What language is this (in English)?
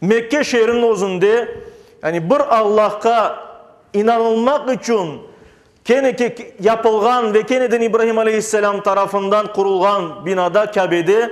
Crimean Tatar